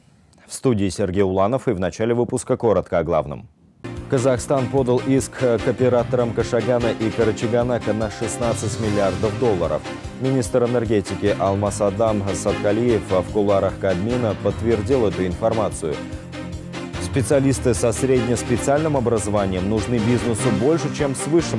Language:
Russian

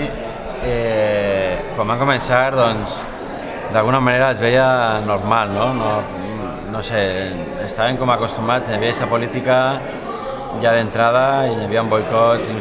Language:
Catalan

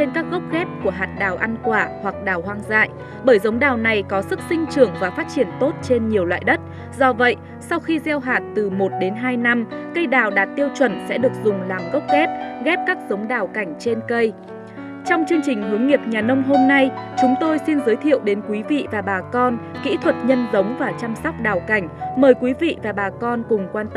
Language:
Vietnamese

